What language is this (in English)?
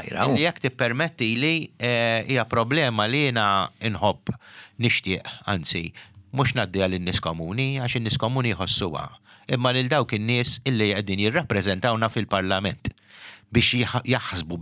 Maltese